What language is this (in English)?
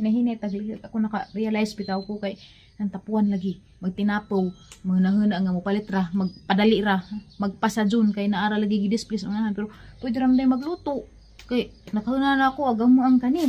Cebuano